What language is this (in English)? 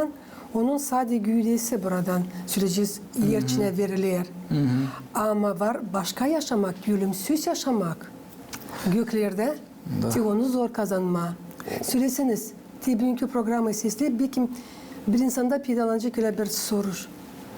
Gagauz